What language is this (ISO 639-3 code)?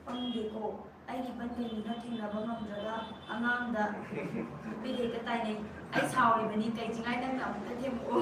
mni